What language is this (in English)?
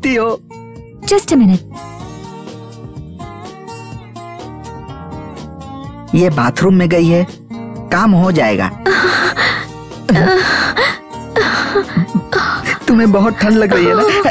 Hindi